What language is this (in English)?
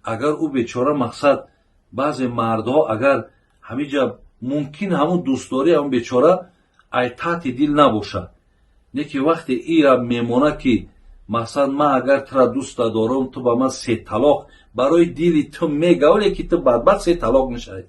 Tajik